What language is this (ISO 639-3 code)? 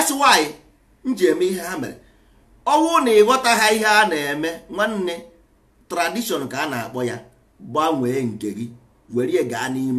ibo